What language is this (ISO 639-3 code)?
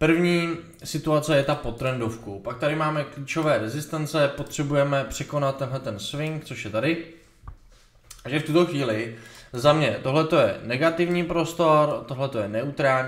ces